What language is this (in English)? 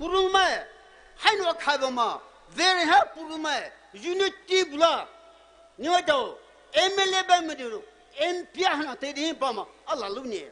Poumei Naga